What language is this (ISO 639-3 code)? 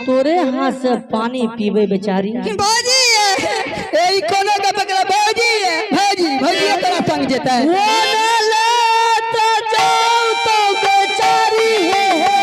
mai